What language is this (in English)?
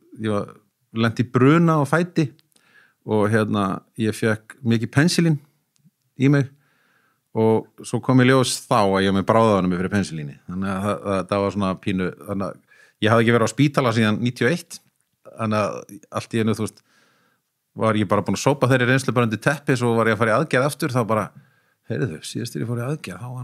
Icelandic